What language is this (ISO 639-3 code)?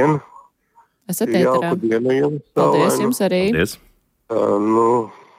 lav